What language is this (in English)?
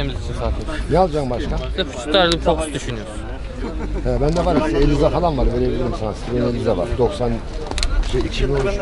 Turkish